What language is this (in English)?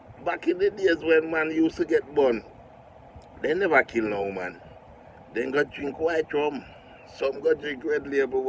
Jamaican Creole English